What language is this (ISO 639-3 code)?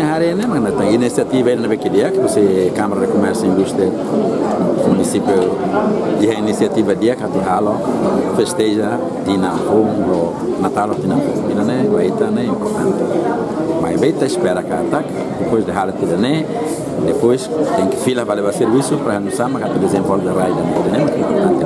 tet